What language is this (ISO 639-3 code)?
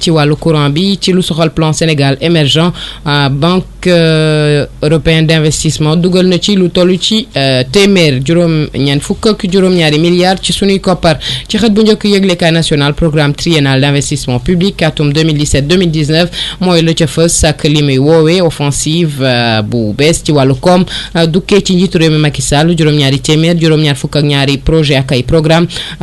wol